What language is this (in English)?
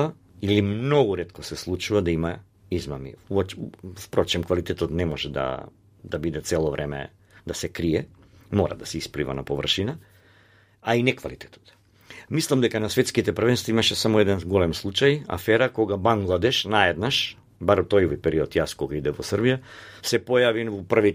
Macedonian